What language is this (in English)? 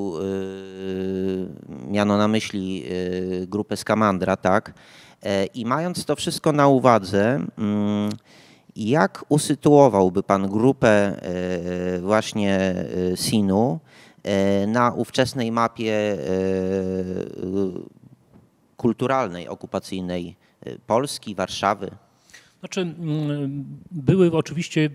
Polish